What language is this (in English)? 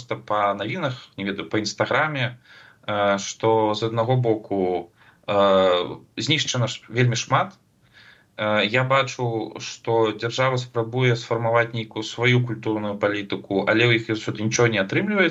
Belarusian